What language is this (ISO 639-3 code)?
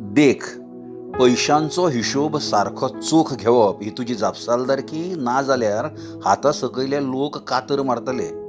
kok